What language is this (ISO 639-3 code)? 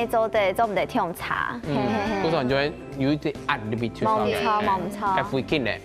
hak